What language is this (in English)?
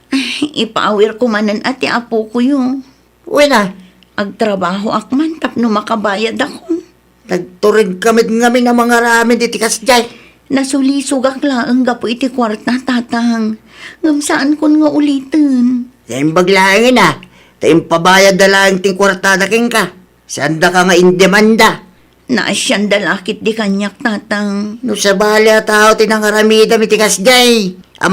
Iloko